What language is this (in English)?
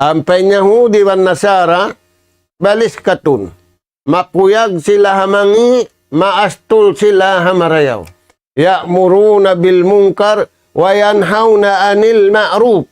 Tausug